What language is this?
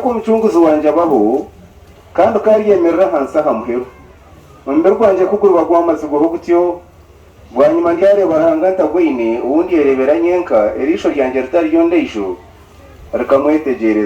Nyankole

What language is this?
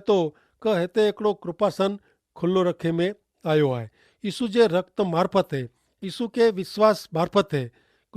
Kachhi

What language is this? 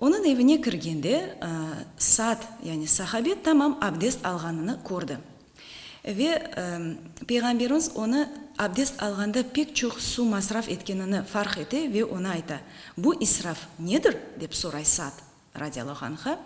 Crimean Tatar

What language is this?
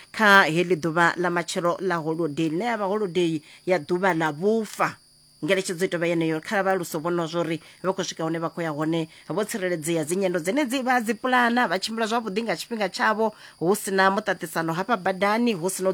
Venda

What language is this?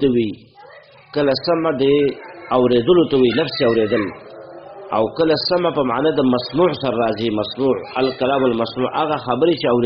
Pashto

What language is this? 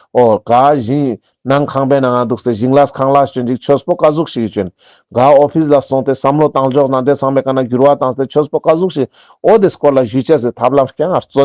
Ladakhi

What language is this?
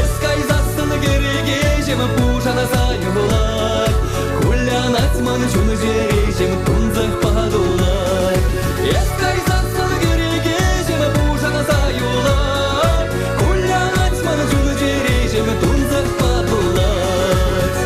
Chuvash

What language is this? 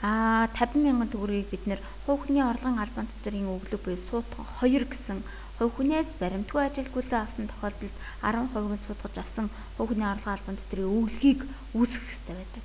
Mongolian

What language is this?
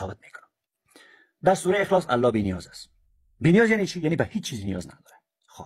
Persian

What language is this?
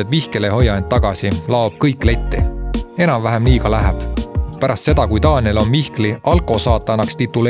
Estonian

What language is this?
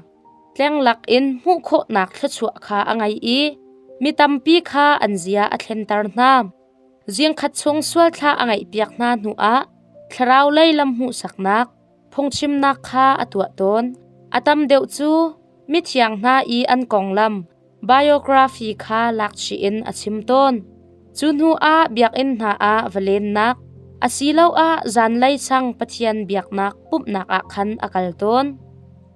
Hakha Chin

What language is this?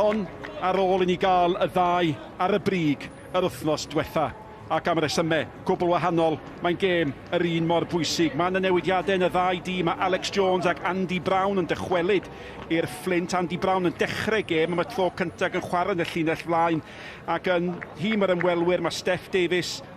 Welsh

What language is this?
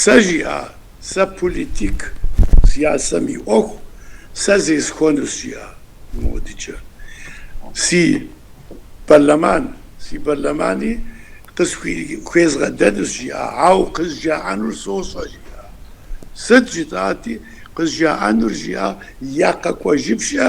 Kabardian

